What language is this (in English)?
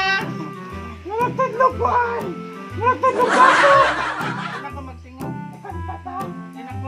Cebuano